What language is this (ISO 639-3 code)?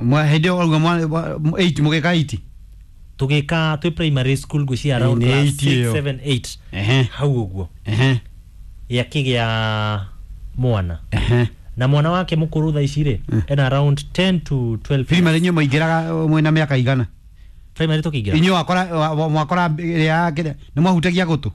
kik